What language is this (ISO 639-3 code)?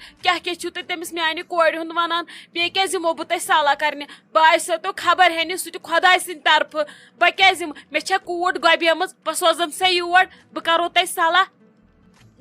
kas